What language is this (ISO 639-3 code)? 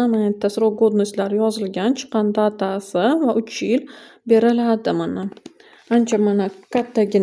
uzb